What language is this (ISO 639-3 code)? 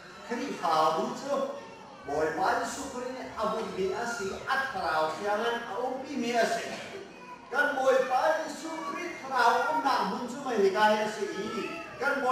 cnh